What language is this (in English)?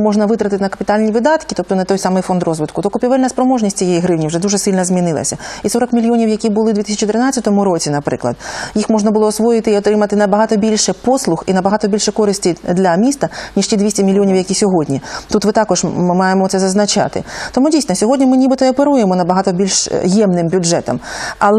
Ukrainian